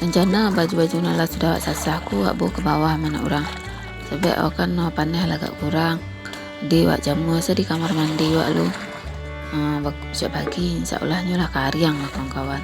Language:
Minangkabau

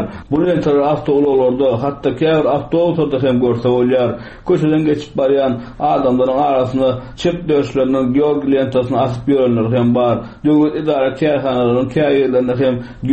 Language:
Turkmen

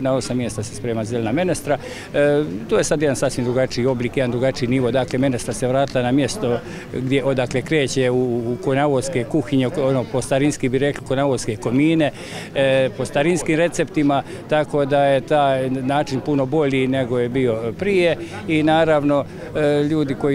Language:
Croatian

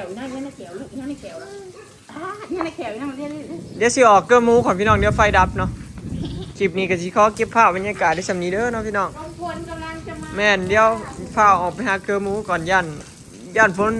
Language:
Northeastern Thai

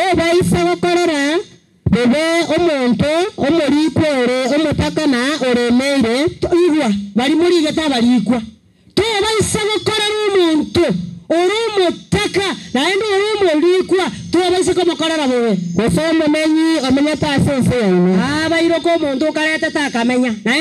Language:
Gusii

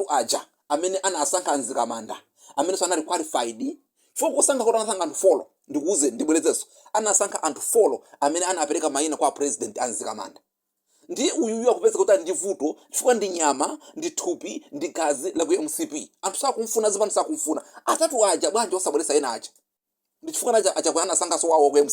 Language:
Nyanja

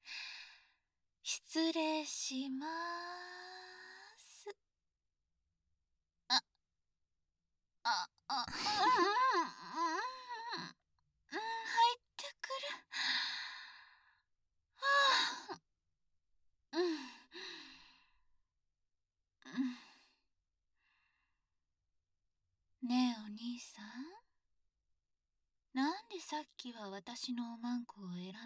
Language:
Japanese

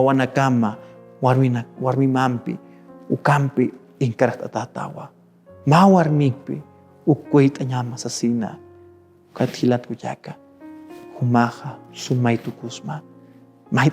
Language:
Aymara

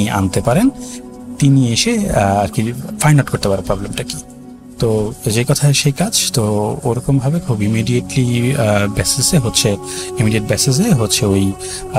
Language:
Bangla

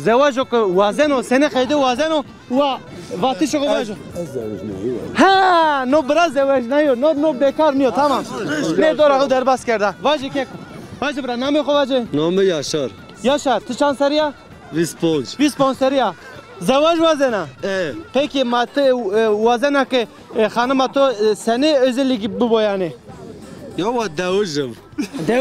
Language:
Zaza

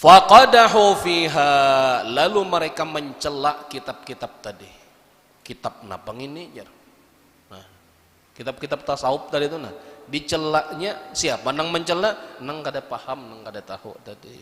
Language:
Banjar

